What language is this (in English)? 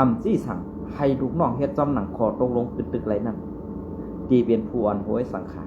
Shan